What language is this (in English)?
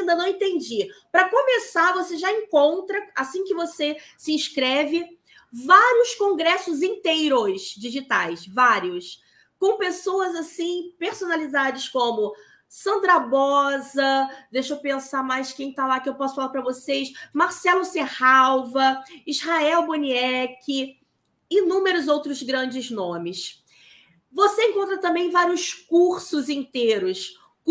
Portuguese